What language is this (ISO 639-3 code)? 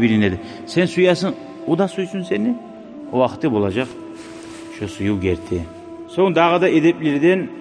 kum